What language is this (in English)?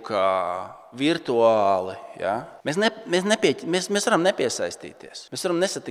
Latvian